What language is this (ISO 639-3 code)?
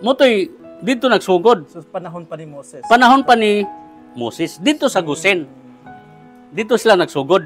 ceb